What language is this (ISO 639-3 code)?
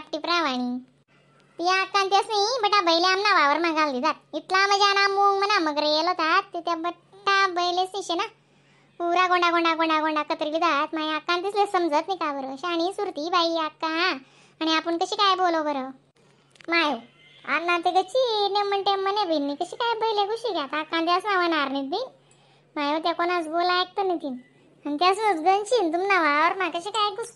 khn